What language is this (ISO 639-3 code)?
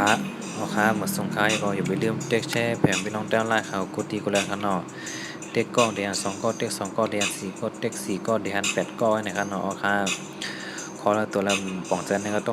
shn